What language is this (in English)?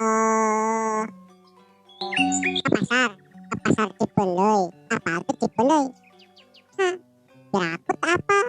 Sundanese